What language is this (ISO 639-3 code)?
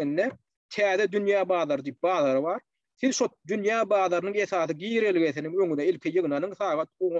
tuk